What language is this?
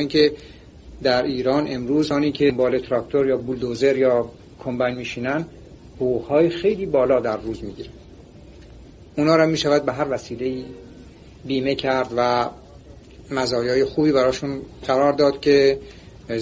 Persian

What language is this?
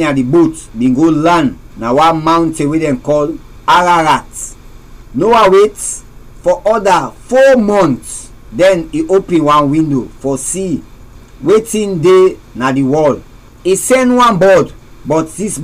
Krio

